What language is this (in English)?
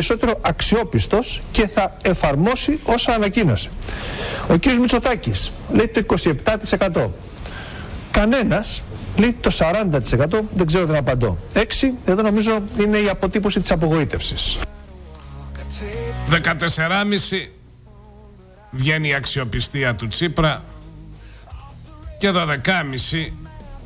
Greek